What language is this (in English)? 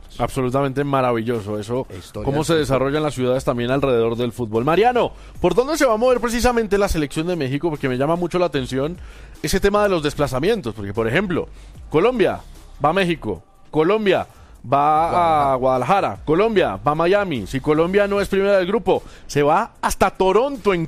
Spanish